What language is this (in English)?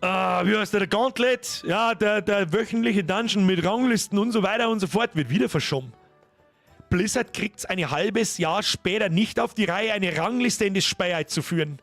Bavarian